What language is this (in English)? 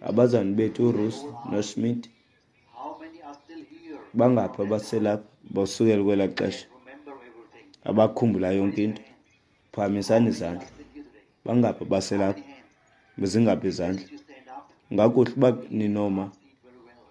Xhosa